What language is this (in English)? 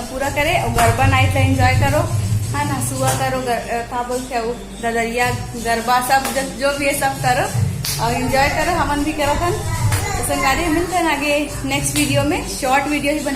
Chhattisgarhi